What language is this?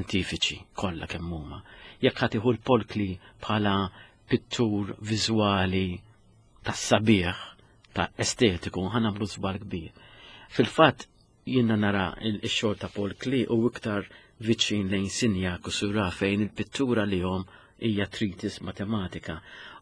Maltese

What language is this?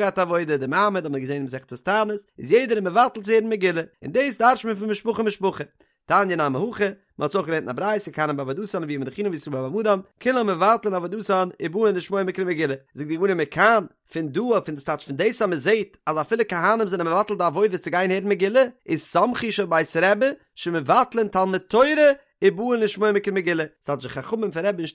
Yiddish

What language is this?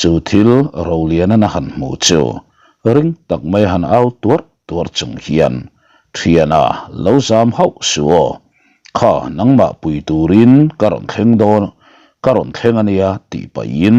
Mizo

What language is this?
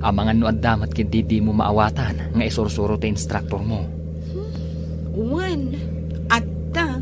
Iloko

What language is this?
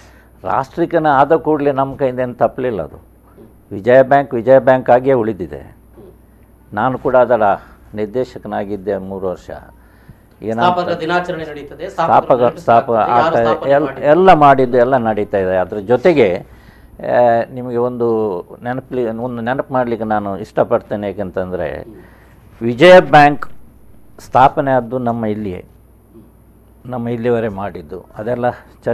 Kannada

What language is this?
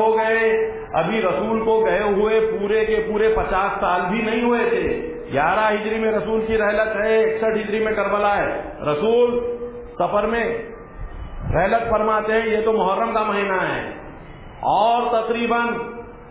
Urdu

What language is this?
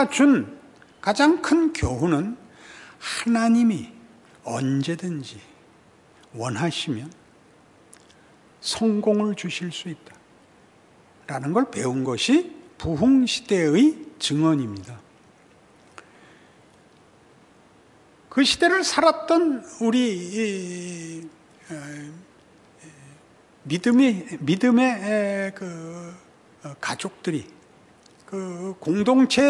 Korean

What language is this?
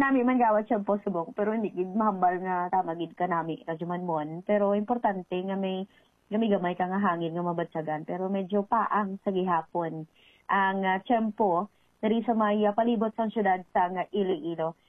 Hiligaynon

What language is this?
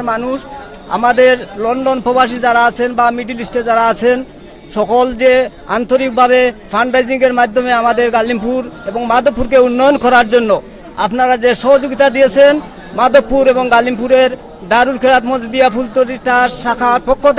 Sylheti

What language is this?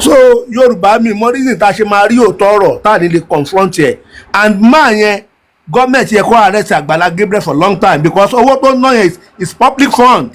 Yoruba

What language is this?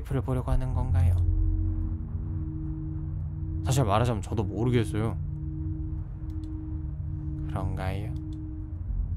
Korean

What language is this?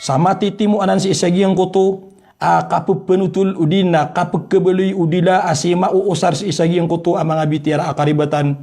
Maranao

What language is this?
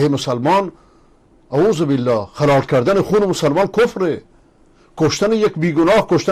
Persian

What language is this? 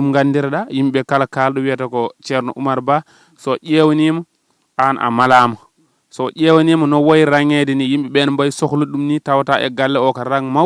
Fula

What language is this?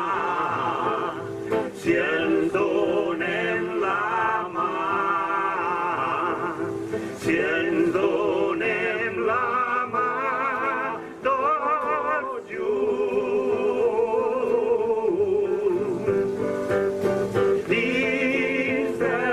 Catalan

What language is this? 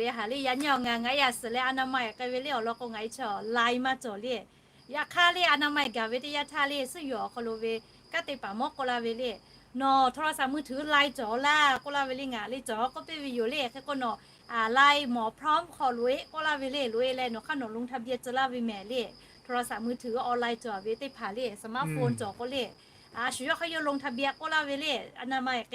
Lahu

